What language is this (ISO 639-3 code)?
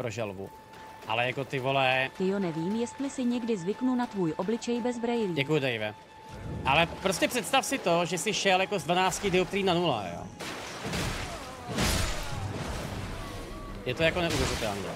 ces